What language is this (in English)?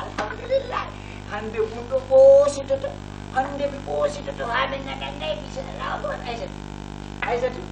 Fula